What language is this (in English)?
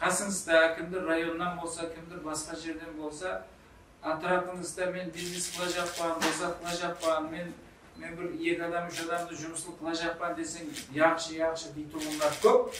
Kara-Kalpak